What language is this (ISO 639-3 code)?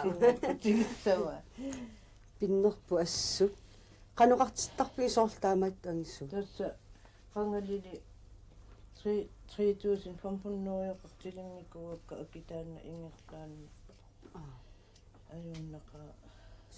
kal